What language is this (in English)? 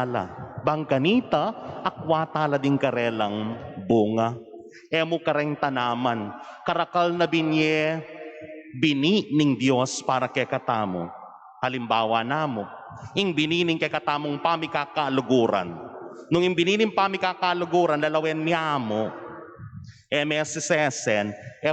Pampanga